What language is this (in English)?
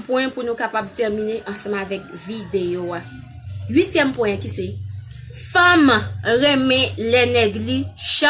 Haitian Creole